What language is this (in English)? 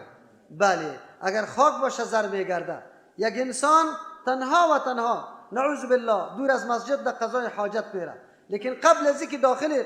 Persian